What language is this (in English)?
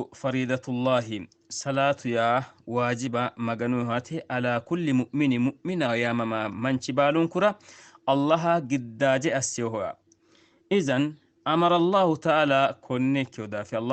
Sidamo